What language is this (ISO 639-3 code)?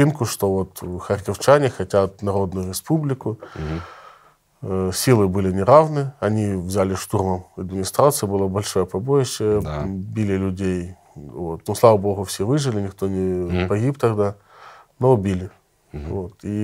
rus